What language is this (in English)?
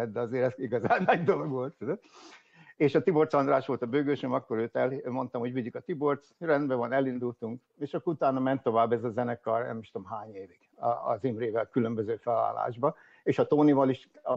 Hungarian